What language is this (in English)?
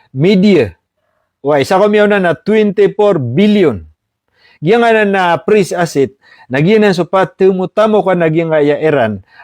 Maranao